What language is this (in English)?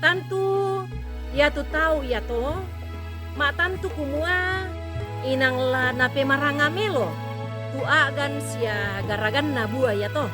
Toraja-Sa'dan